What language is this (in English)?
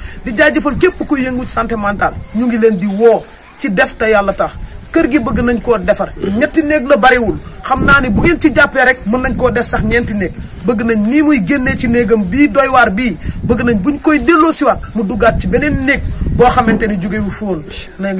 Wolof